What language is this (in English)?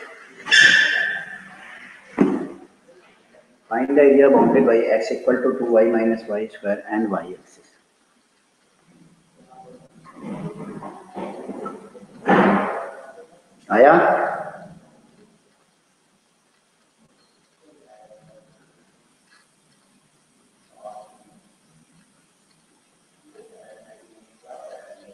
Hindi